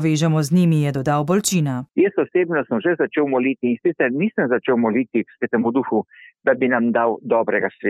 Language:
Slovenian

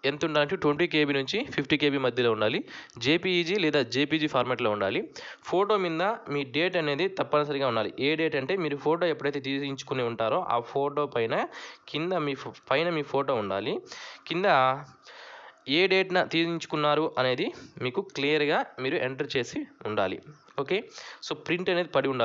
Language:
Telugu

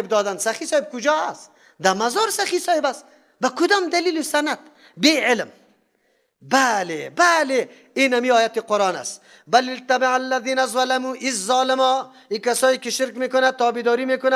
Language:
Persian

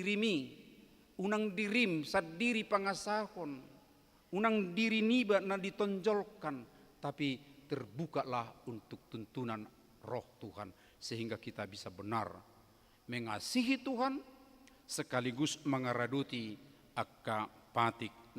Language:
Batak Toba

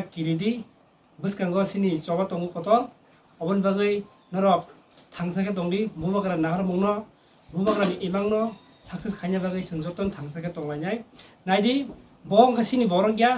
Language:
Kok Borok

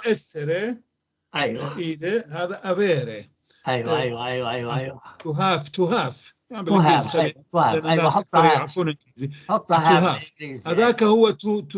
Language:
North Levantine Arabic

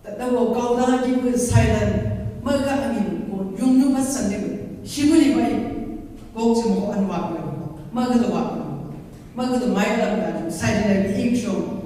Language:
Chang Naga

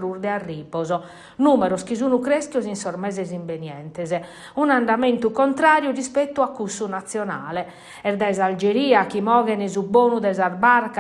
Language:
Sardinian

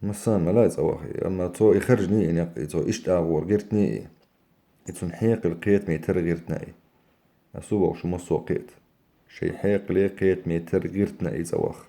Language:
Chechen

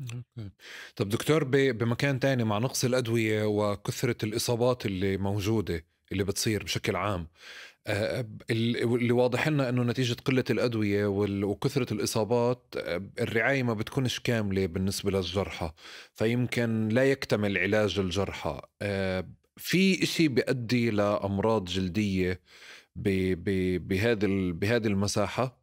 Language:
North Levantine Arabic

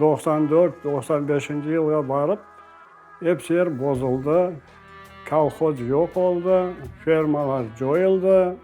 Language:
Crimean Tatar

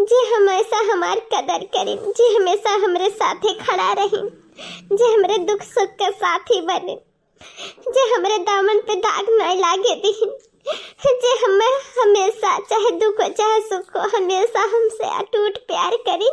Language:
Awadhi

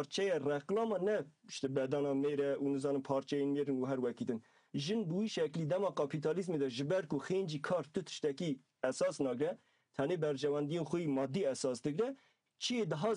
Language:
Kurdish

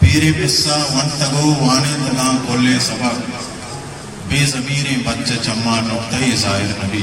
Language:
Baluchi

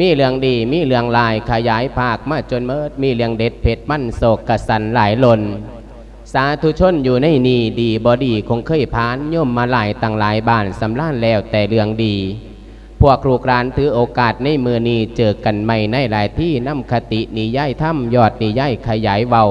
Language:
Lao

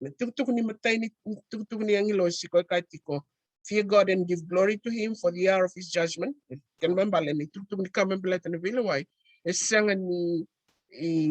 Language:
Fijian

